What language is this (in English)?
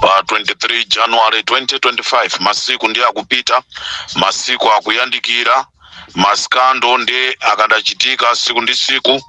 Nyanja